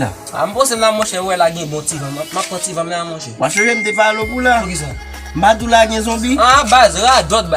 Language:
Haitian Creole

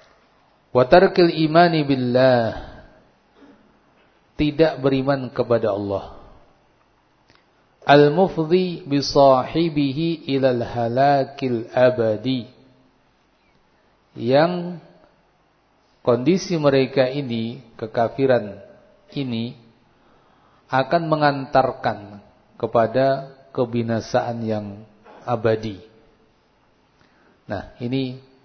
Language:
Indonesian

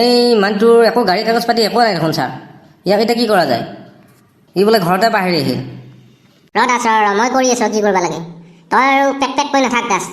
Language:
Assamese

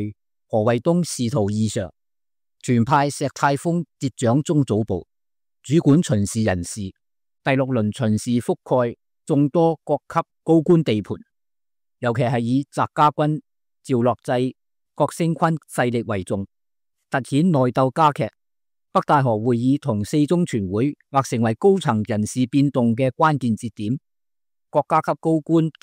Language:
Cantonese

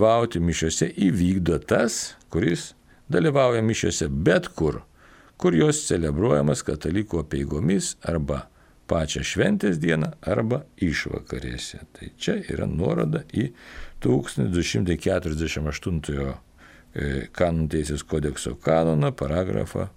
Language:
Lithuanian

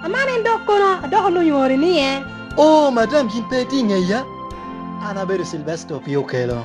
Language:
Lango (Uganda)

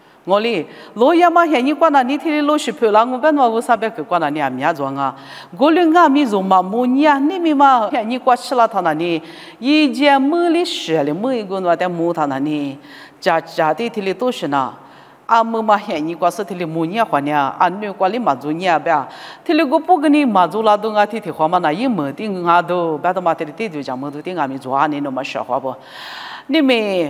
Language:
Lisu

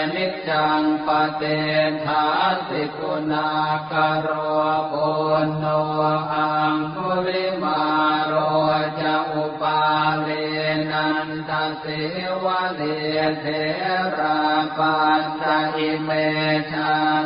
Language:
Pali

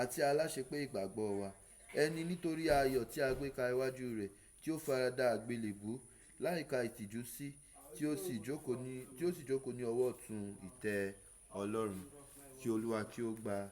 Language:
Yoruba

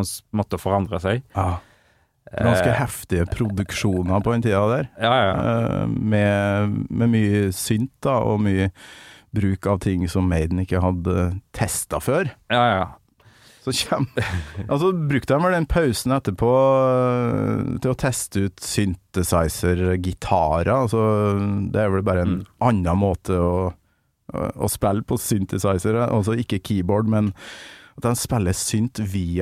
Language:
Norwegian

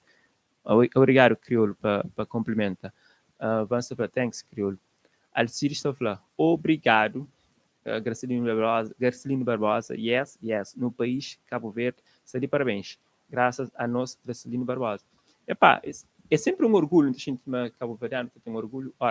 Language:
Kabuverdianu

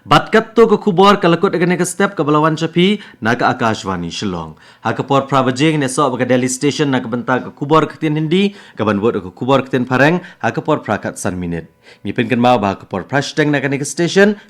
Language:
Khasi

